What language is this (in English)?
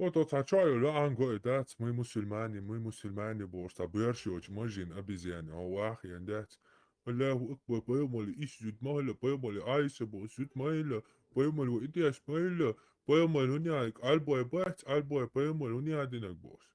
Chechen